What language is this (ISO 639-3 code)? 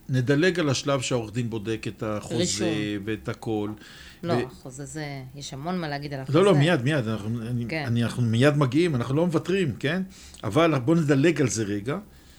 heb